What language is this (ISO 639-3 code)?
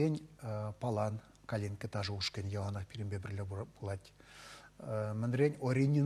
chv